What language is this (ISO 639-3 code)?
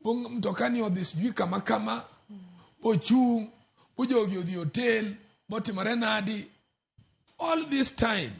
luo